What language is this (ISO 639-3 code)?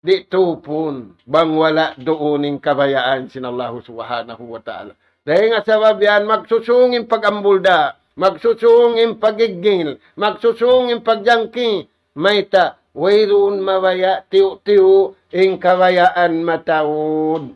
tsg